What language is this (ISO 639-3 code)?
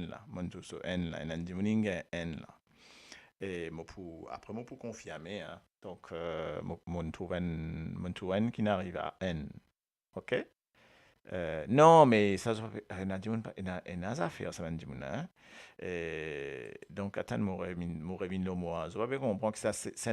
mfe